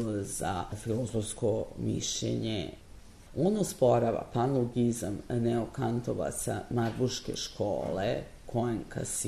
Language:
Serbian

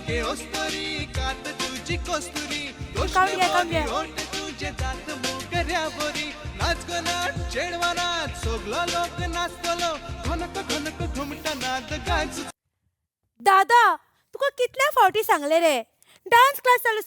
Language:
Konkani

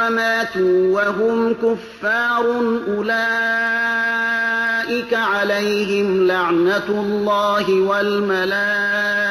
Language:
Persian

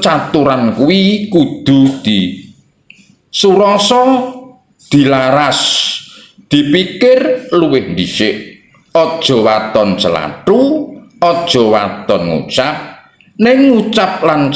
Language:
Javanese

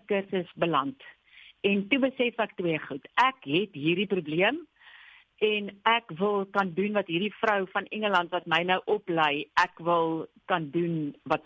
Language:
Afrikaans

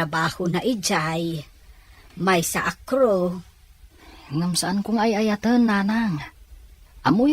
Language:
Iloko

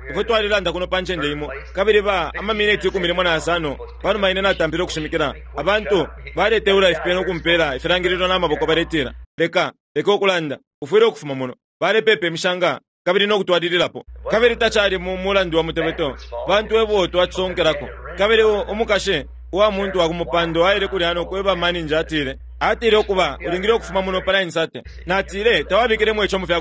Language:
Bemba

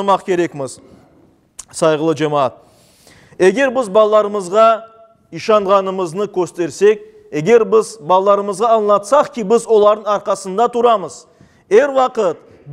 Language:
Crimean Tatar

